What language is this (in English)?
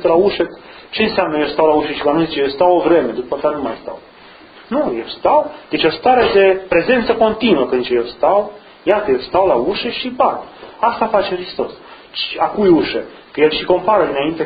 Romanian